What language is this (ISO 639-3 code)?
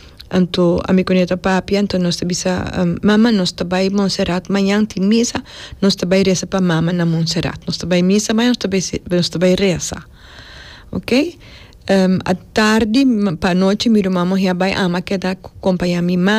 pap